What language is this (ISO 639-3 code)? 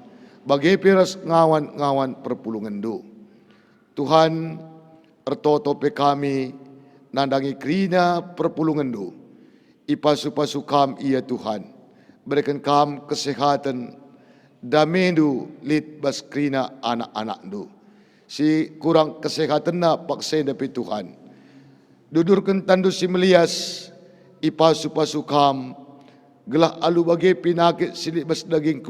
btx